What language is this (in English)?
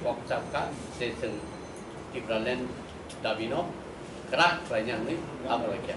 Kok Borok